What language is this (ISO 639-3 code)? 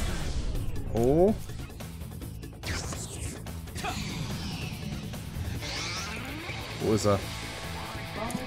deu